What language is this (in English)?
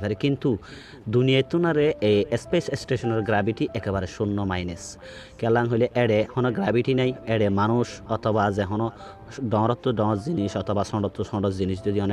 Rohingya